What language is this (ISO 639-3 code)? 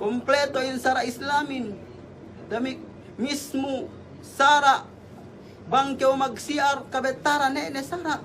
yka